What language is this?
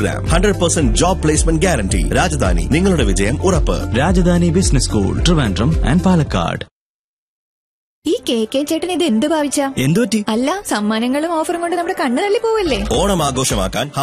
Malayalam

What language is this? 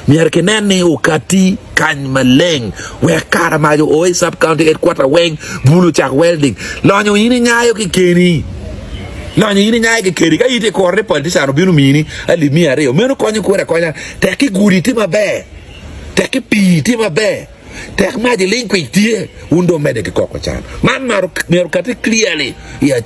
Acoli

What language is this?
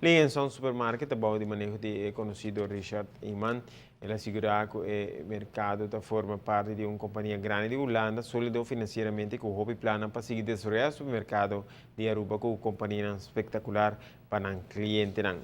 Papiamento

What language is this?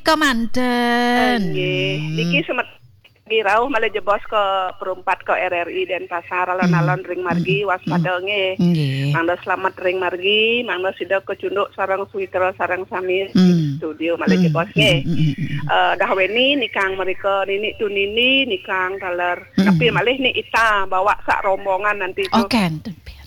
Balinese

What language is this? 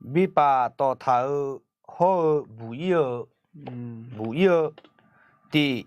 Akha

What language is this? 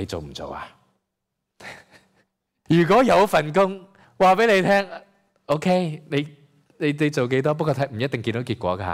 Cantonese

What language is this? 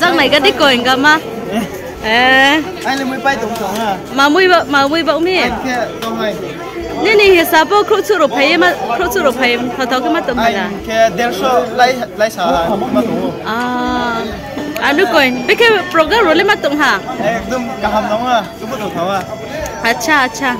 Riang (India)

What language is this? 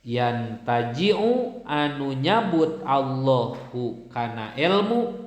Sundanese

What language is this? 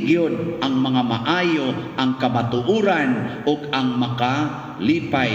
Cebuano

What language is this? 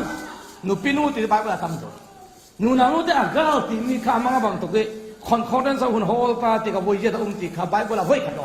Falam Chin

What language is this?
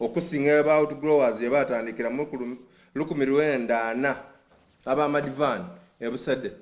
Soga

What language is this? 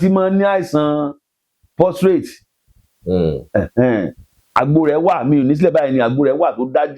Yoruba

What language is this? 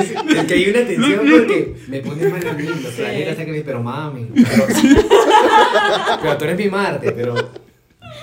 Spanish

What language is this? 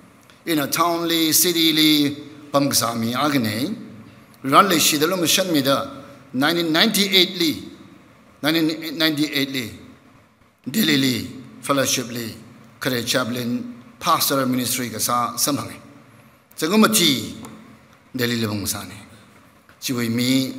Tangkhul Naga (India)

